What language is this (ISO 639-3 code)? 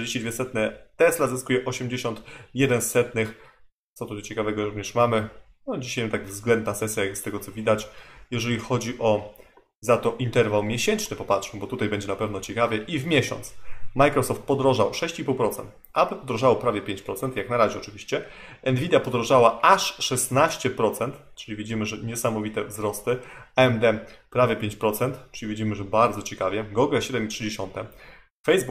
pol